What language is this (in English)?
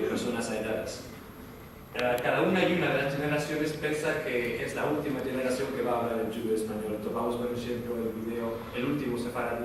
Ladino